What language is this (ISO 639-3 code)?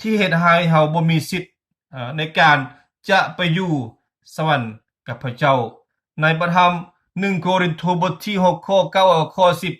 lao